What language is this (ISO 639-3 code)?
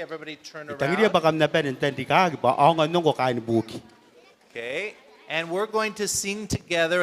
gil